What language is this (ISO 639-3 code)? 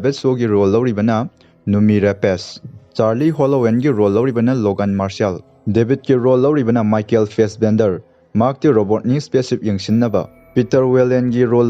mni